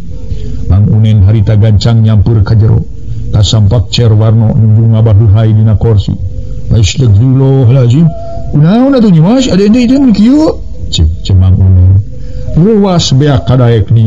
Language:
Sundanese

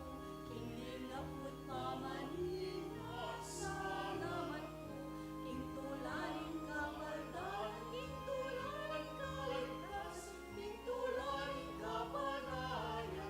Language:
Pampanga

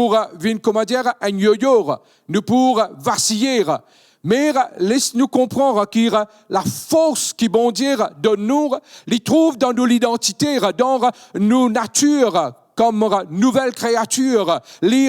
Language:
Morisyen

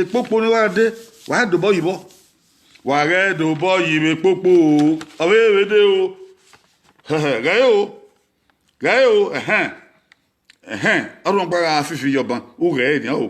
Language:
Bini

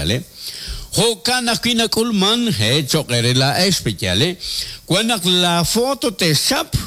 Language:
Kekchí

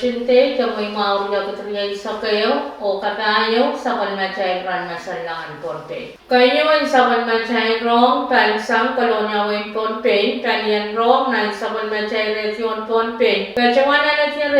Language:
Pohnpeian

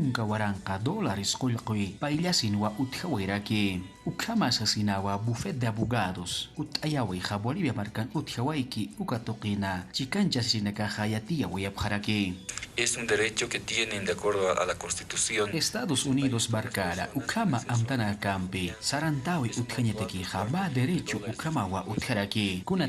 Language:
Aymara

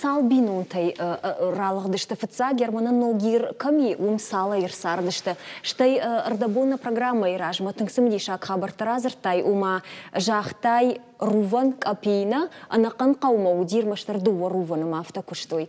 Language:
Ossetic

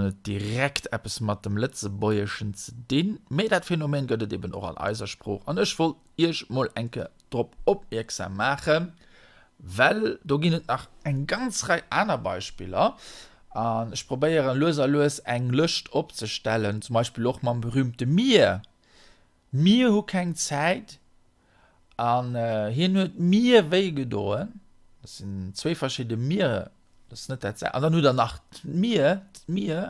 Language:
Luxembourgish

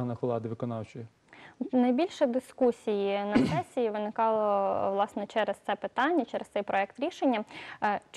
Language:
Ukrainian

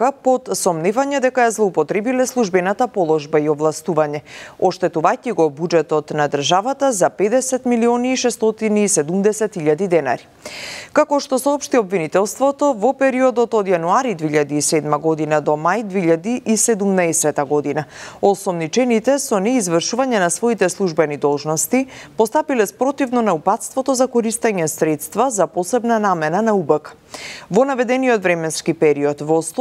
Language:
Macedonian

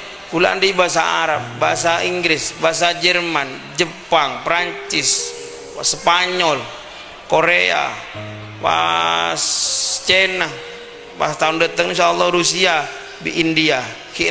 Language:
Madurese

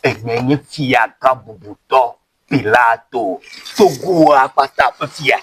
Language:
Ewe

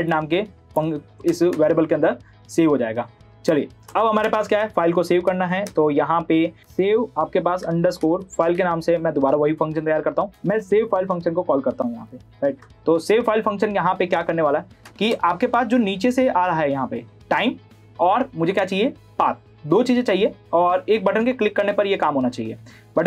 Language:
Hindi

